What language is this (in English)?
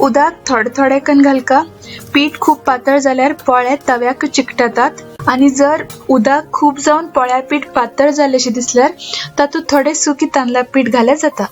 Konkani